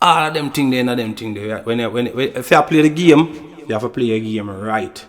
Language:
Jamaican Creole English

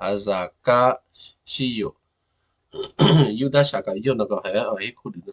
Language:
Western Kayah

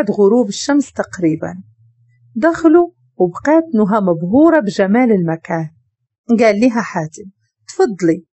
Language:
Moroccan Arabic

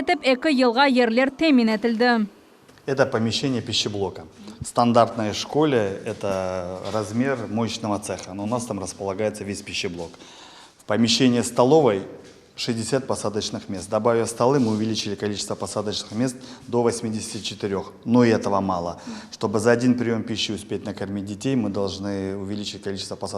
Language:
Crimean Tatar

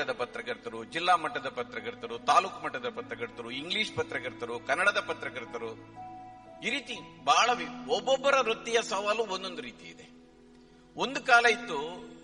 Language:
Kannada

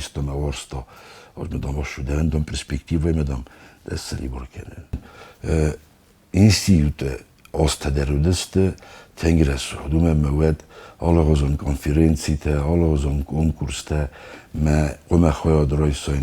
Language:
Ossetic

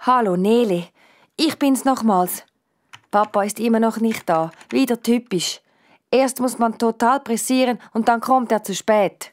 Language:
Swiss German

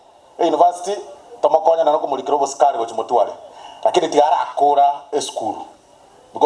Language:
Gusii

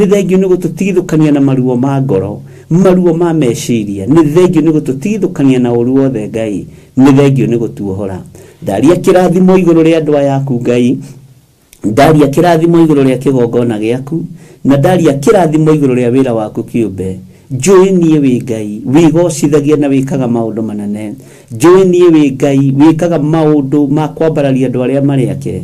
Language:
Kikuyu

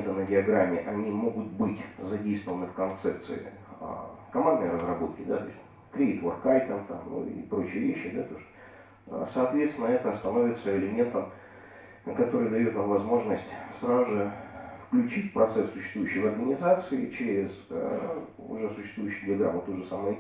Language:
Russian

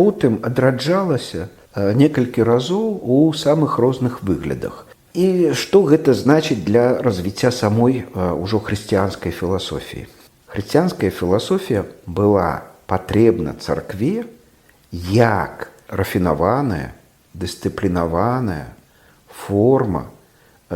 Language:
Belarusian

